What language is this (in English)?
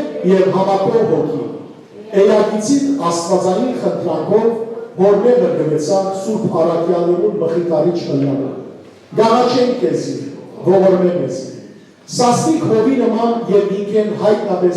Western Armenian